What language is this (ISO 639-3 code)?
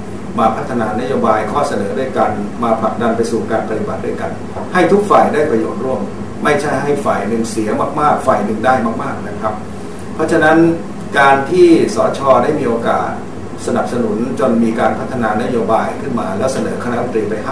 tha